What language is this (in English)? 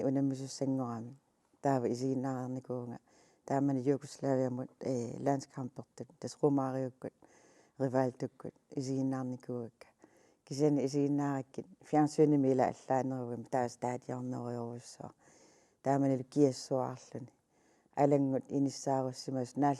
Kalaallisut